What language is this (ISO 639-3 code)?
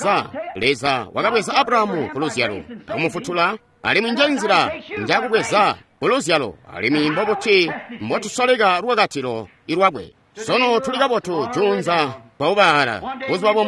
toi